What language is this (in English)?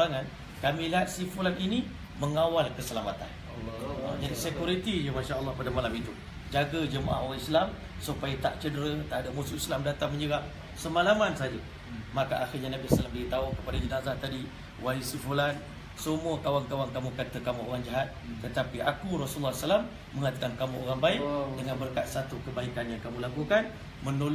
Malay